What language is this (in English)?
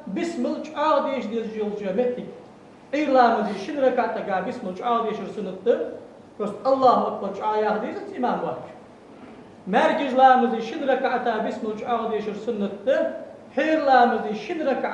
Ingush